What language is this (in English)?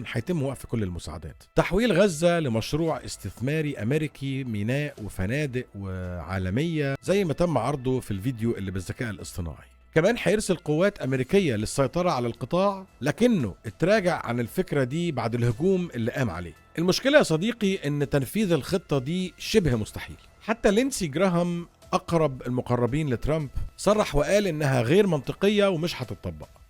Egyptian Arabic